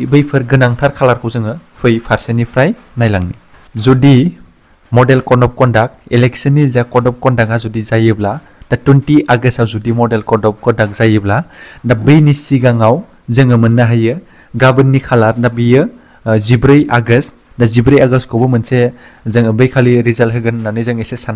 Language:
Bodo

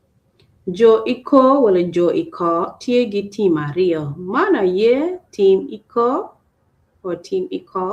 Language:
Acoli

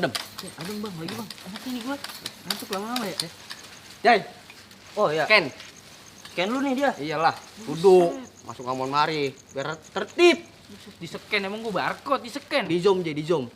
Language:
Betawi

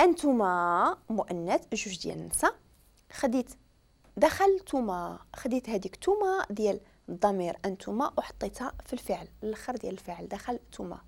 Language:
Moroccan Arabic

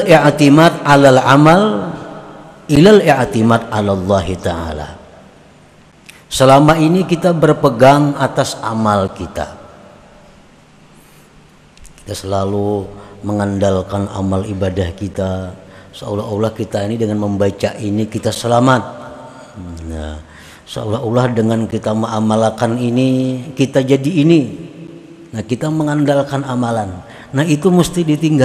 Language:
Indonesian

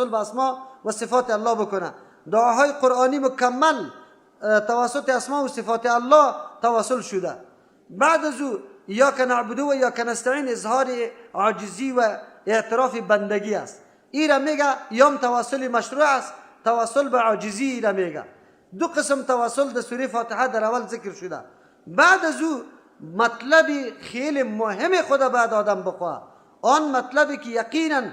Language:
Persian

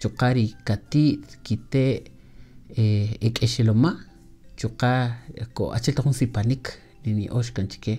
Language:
Kaqchikel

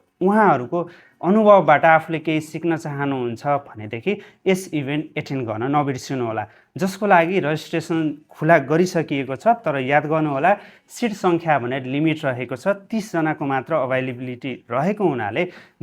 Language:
Nepali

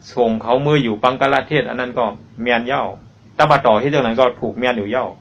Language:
Shan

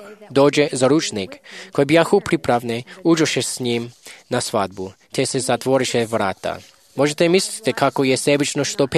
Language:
Croatian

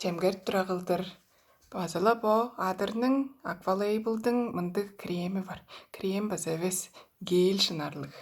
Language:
Tuvinian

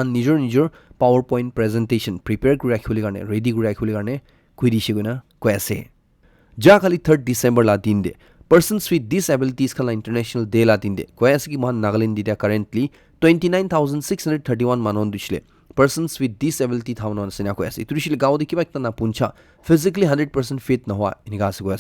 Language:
Naga Pidgin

